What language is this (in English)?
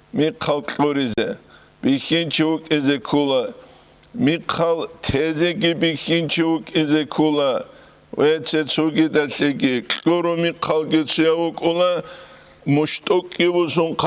Avaric